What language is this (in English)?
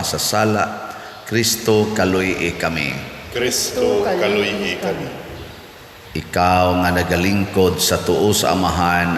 Cebuano